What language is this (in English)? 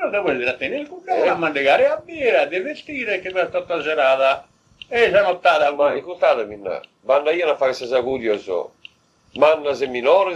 Sardinian